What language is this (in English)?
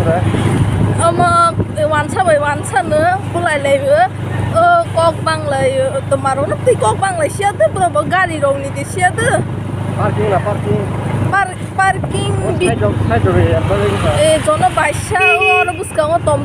Kok Borok